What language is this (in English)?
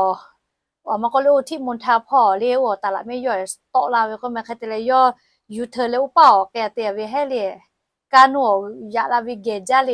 Lahu